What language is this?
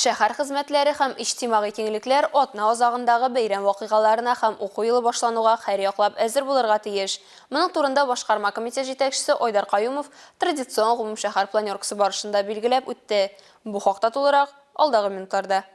Tatar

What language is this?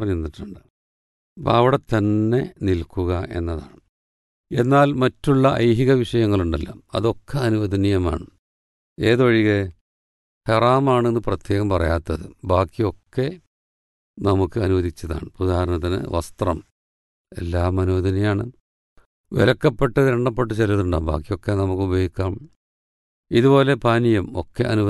Malayalam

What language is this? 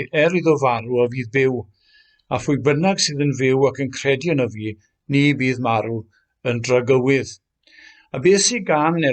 Welsh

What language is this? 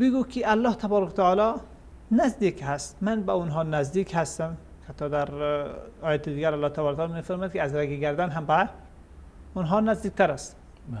Persian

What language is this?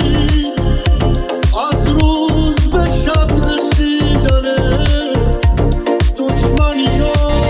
Persian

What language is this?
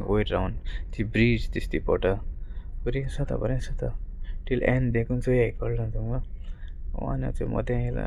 Konkani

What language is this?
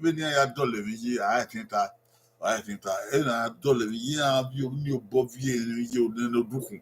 Bini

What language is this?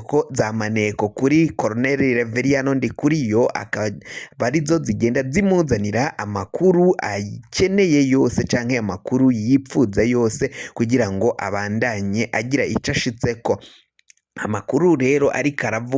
Rundi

